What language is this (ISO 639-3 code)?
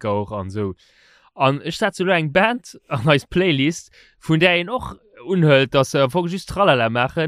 ltz